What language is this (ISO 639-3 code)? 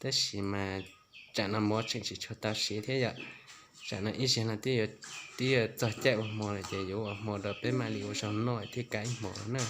hmn